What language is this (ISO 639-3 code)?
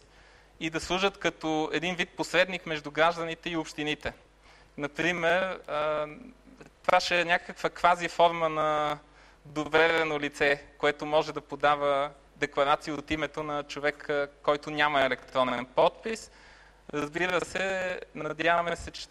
bul